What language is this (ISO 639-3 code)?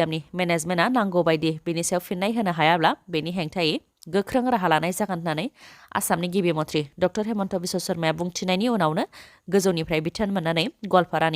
brx